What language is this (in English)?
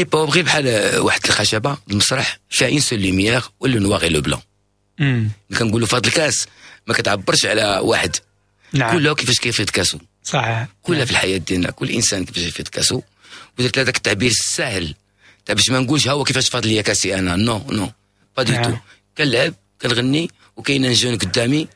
Moroccan Arabic